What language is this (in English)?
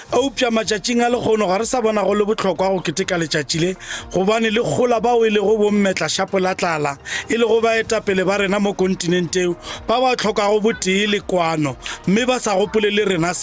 Northern Sotho